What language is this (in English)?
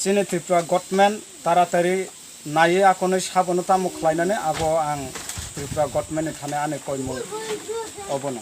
Kok Borok